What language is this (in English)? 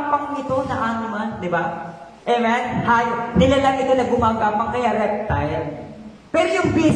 Filipino